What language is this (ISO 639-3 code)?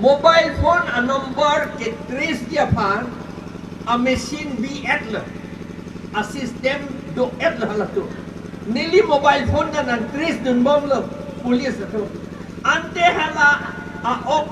mjw